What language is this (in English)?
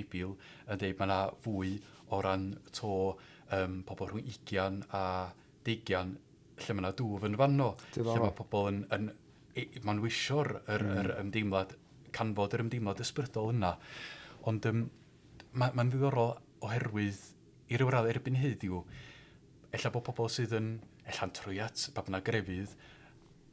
Welsh